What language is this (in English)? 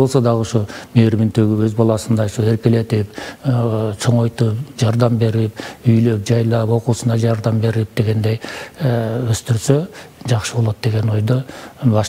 Kyrgyz